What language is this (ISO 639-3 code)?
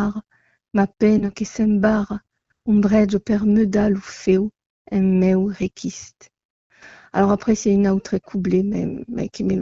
oci